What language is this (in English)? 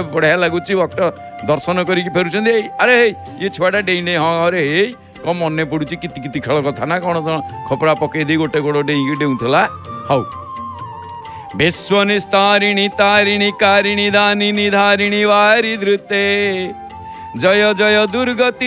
Odia